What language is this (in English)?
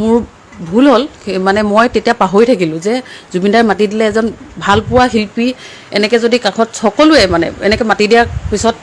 Assamese